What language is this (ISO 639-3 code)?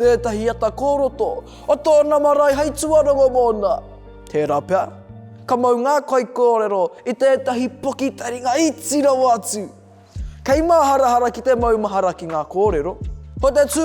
mri